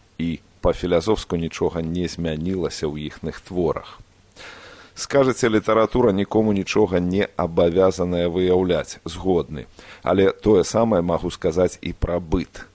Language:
Belarusian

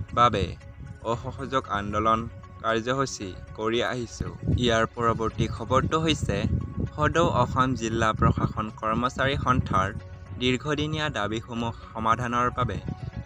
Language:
Assamese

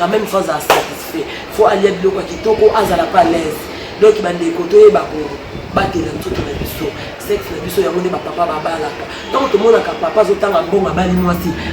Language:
Lingala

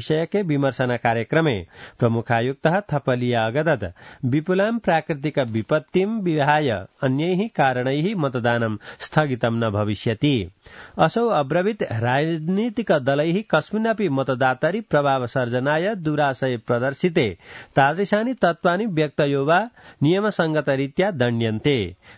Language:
Sanskrit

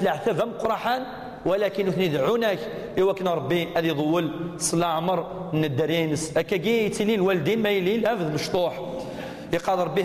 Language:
Kabyle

